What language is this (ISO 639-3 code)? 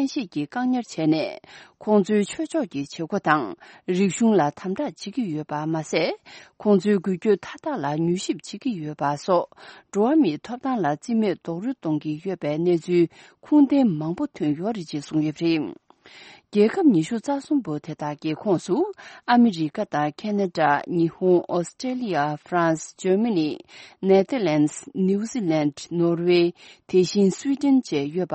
bod